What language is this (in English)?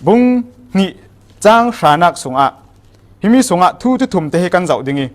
Falam Chin